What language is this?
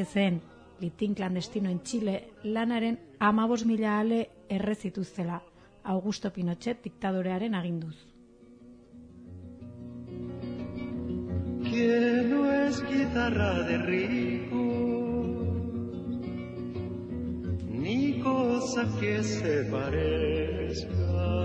Basque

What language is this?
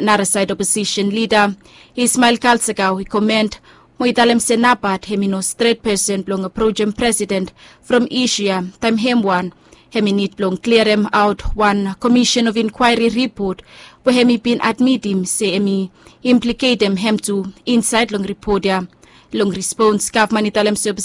Bislama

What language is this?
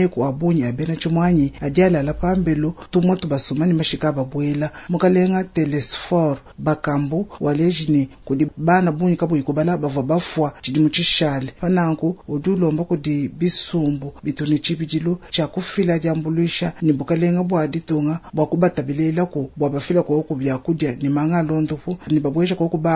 Luba-Lulua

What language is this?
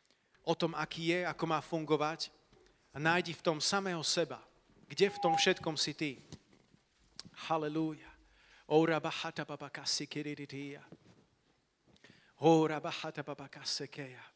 Slovak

